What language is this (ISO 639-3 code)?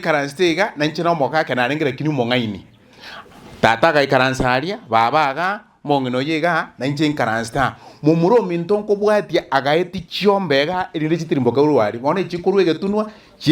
guz